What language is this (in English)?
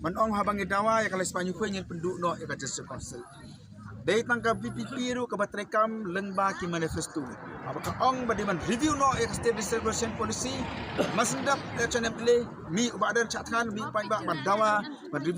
Khasi